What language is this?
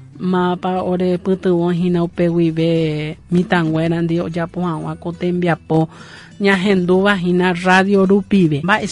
Guarani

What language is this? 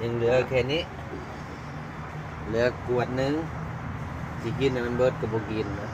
Lao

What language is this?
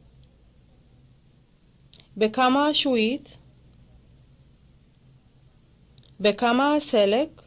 Hebrew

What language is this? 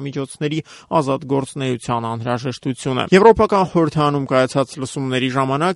Armenian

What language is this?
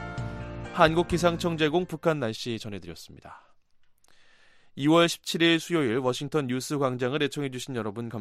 Korean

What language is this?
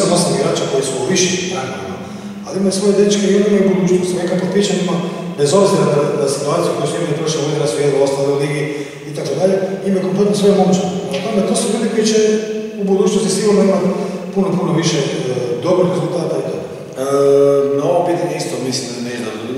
Croatian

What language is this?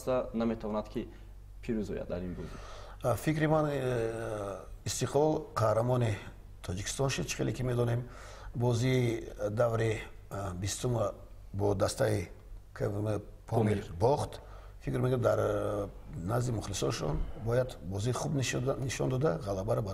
Tajik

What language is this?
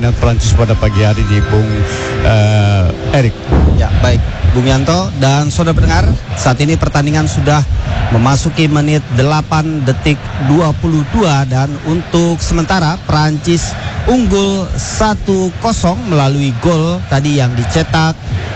Indonesian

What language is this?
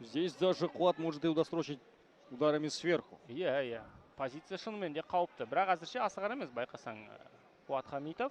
Kazakh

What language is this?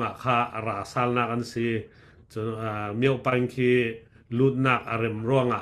Falam Chin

